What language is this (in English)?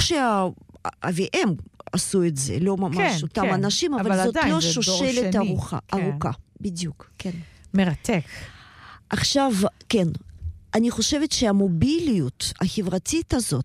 Hebrew